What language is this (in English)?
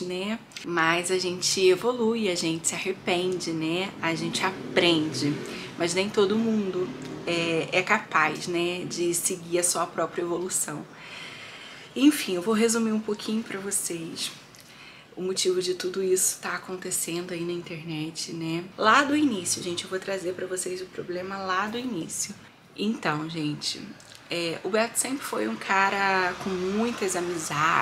Portuguese